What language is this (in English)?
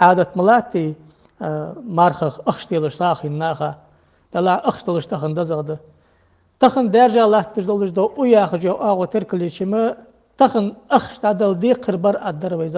Ingush